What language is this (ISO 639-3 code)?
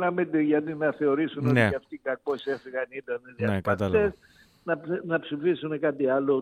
ell